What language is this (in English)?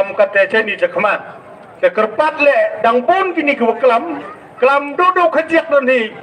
Khasi